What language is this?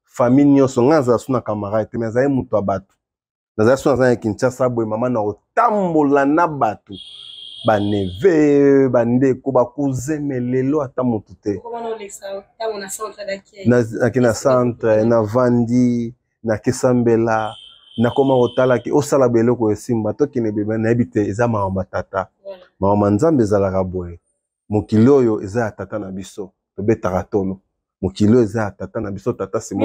Lingala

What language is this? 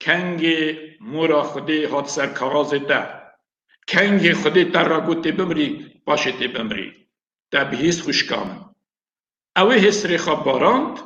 Kurdish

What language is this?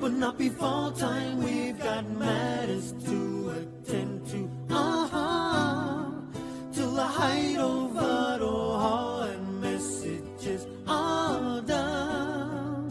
Māori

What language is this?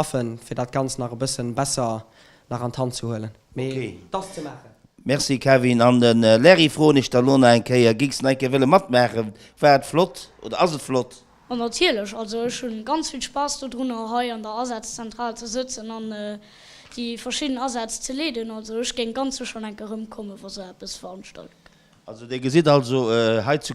Luxembourgish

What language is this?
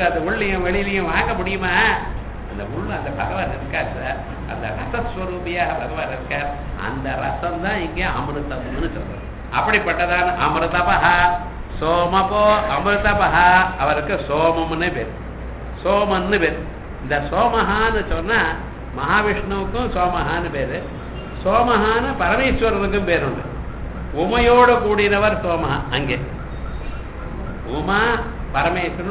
Tamil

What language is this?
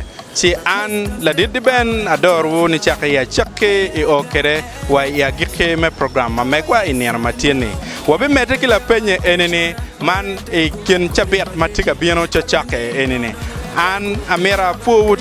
Acoli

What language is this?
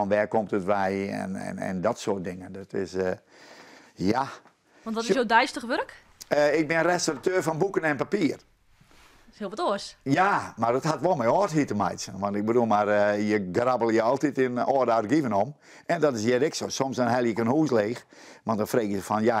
Western Frisian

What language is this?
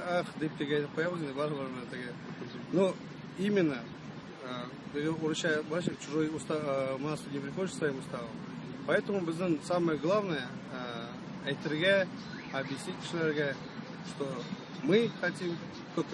Tatar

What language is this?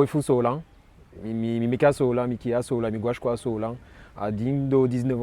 Eastern Maroon Creole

